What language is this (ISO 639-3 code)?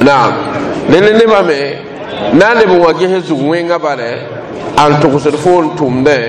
mos